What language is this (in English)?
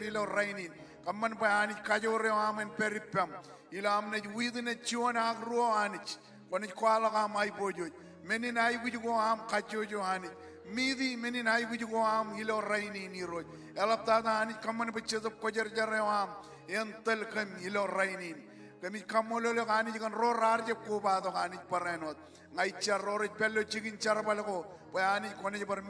Marshallese